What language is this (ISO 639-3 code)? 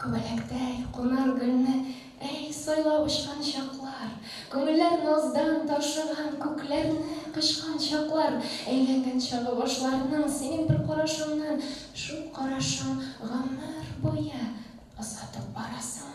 tat